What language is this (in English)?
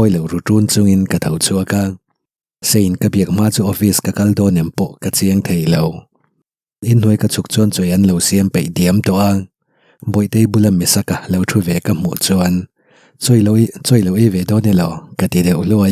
Mizo